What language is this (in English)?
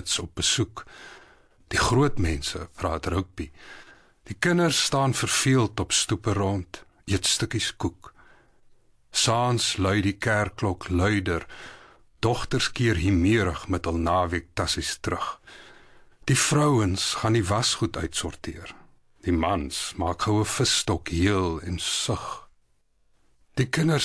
Afrikaans